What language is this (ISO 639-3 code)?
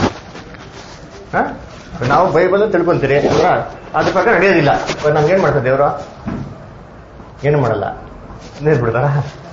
kan